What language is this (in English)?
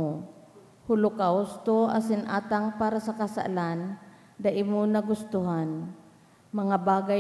Bikol